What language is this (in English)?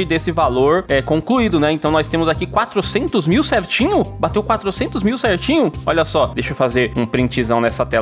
Portuguese